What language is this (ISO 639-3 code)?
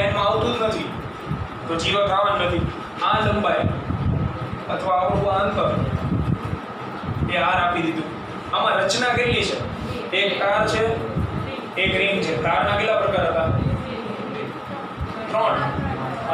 guj